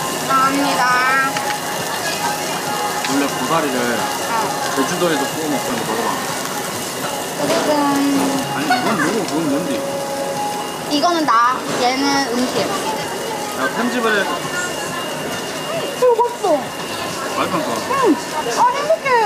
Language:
Korean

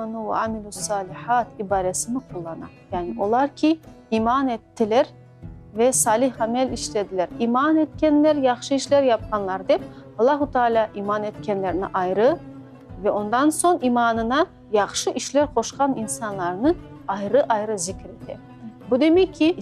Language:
Crimean Tatar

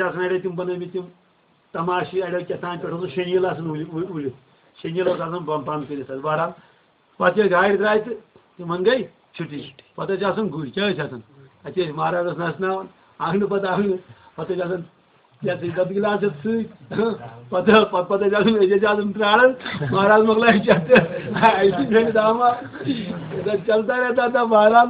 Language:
Kashmiri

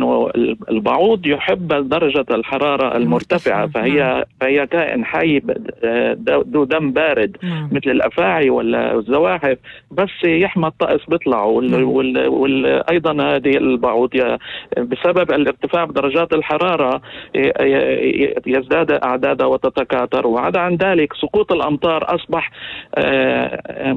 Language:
North Levantine Arabic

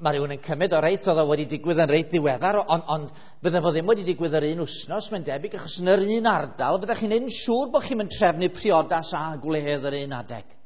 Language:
Welsh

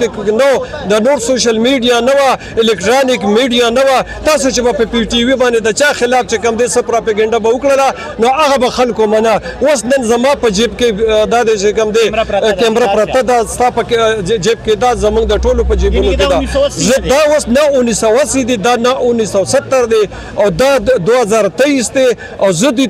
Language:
Pashto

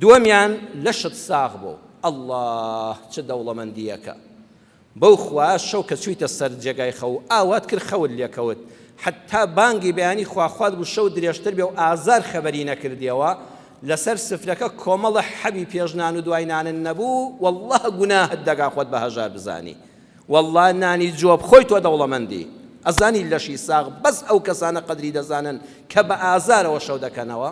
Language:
Central Kurdish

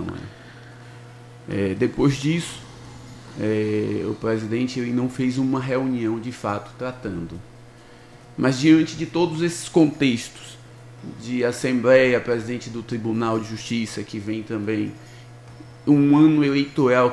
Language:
Portuguese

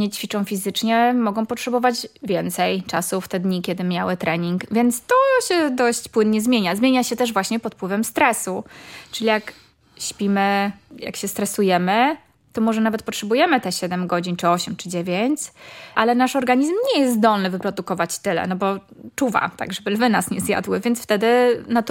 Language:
Polish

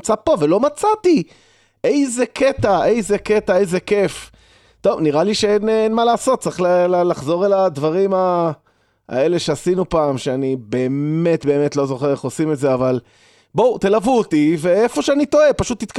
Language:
Hebrew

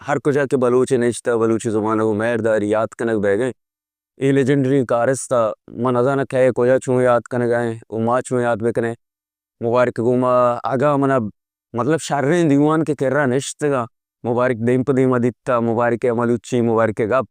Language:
Baluchi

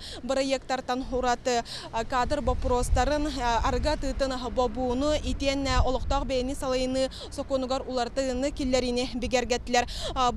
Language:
Yakut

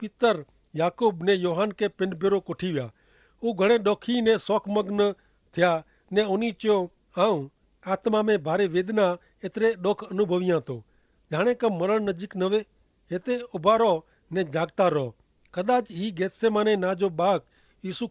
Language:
Kachhi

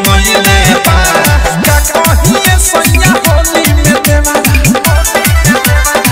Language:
Bhojpuri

